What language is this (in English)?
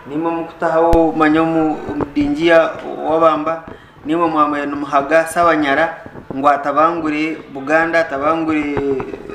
Nyankole